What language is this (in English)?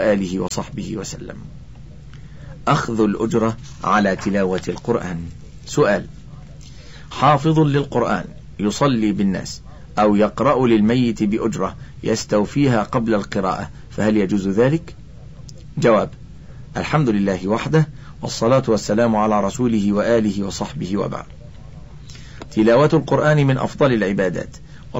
Arabic